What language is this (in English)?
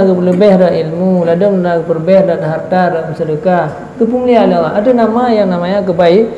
Achinese